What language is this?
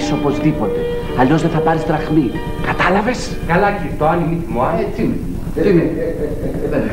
Greek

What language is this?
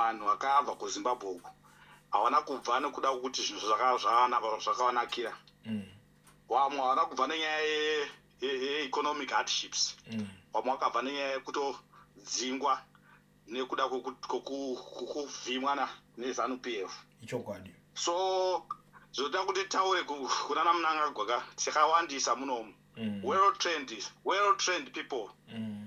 Shona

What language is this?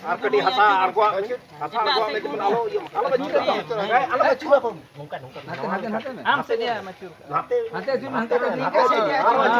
Santali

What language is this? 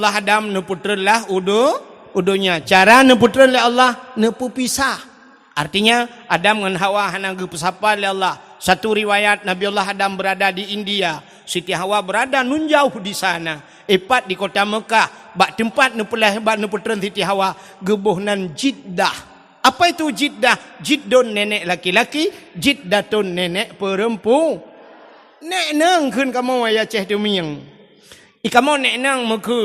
Achinese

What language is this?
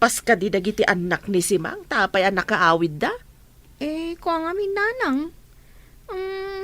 Iloko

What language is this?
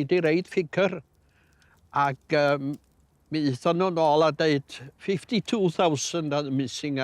Welsh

